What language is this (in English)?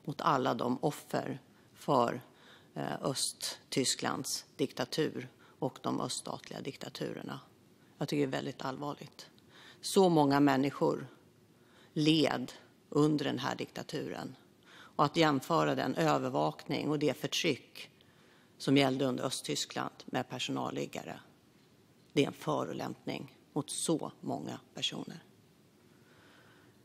Swedish